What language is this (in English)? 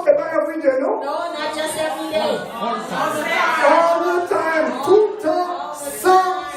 Haitian Creole